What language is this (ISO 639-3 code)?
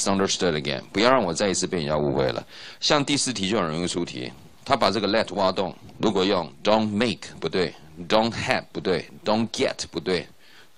zho